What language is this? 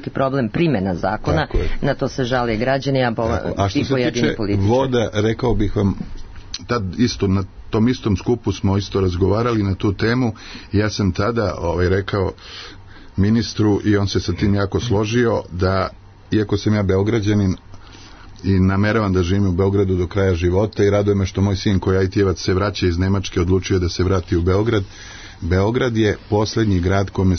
Serbian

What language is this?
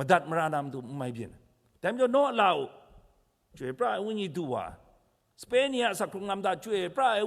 Kachin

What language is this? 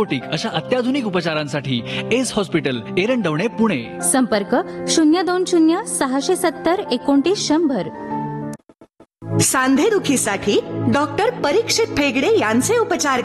Marathi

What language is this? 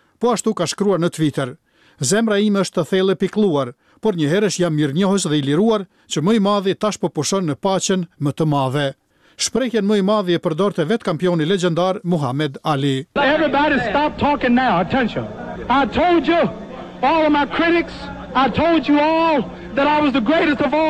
Albanian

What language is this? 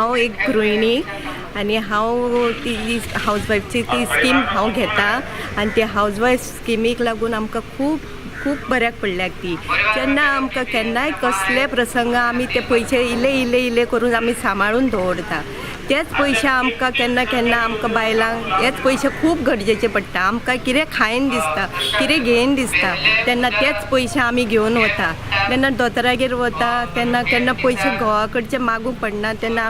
Konkani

